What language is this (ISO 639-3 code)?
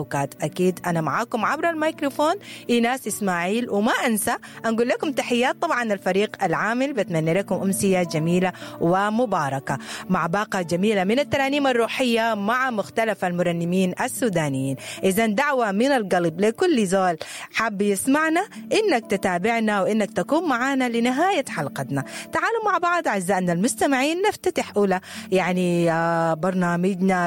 apd